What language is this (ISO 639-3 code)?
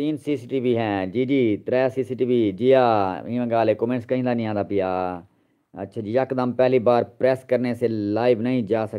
skr